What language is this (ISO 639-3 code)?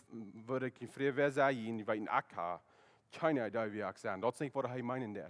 pdt